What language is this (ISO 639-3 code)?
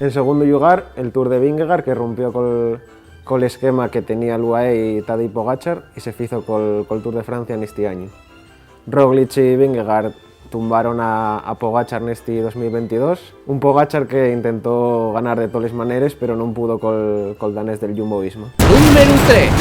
ast